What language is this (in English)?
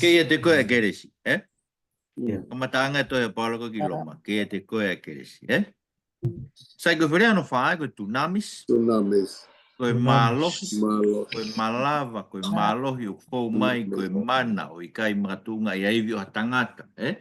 Tongan